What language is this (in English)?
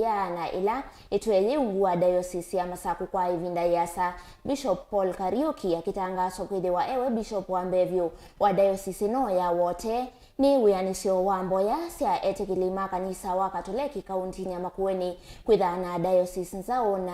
Kamba